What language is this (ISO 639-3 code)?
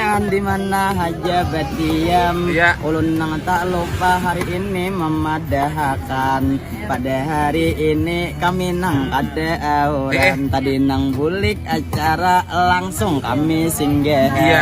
bjn